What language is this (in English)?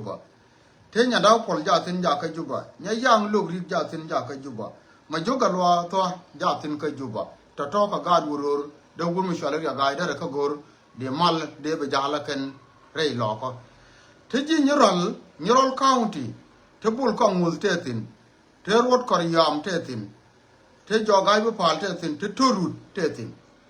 Nuer